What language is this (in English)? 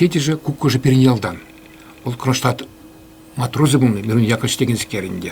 Chuvash